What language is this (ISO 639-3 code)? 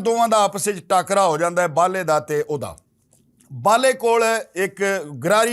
lah